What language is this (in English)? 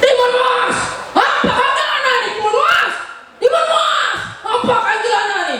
Balinese